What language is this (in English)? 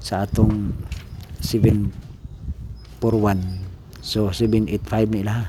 Cebuano